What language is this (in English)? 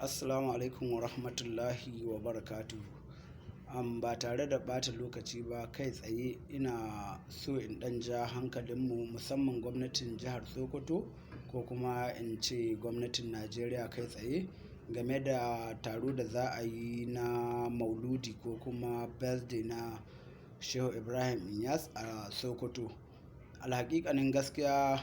Hausa